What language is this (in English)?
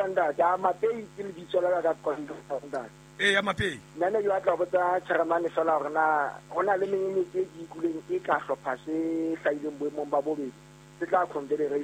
Southern Sotho